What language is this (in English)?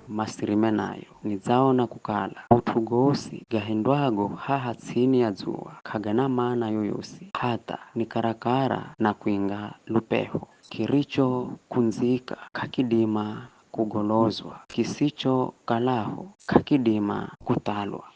Giryama